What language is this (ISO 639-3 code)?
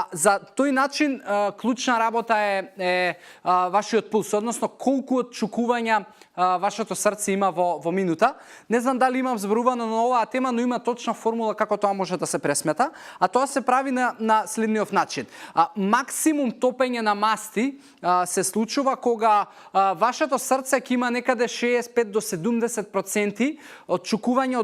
mkd